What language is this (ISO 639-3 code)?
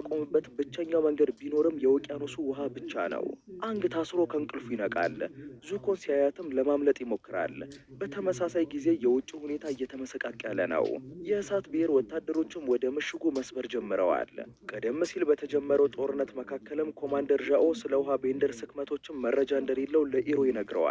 amh